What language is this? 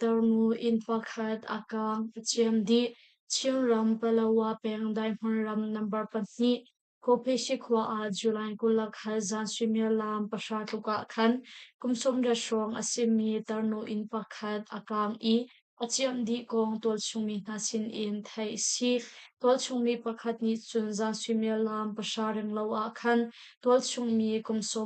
Hakha Chin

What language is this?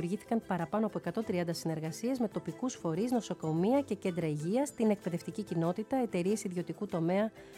Greek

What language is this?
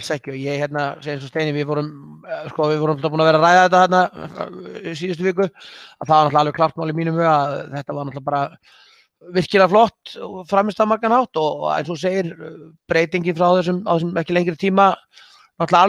Icelandic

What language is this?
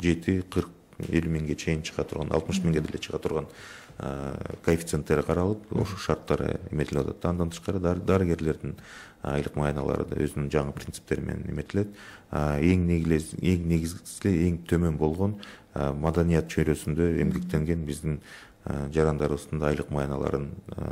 Kyrgyz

